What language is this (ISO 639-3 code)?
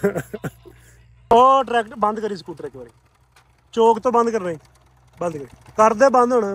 pan